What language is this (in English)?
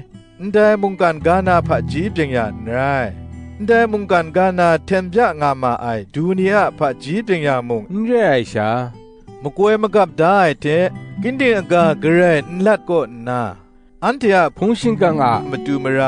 Kachin